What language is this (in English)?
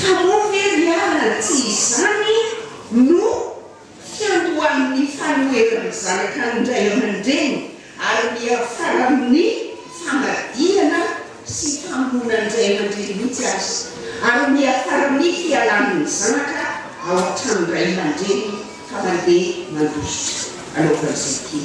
Malagasy